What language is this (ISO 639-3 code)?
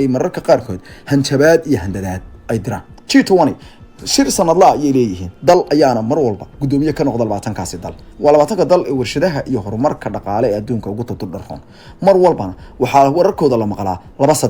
som